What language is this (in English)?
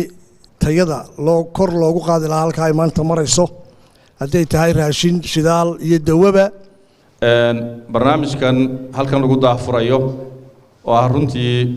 Somali